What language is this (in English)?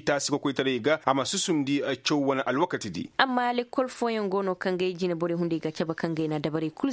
Koyraboro Senni